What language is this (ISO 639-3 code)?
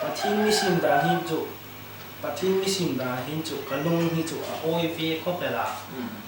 hmr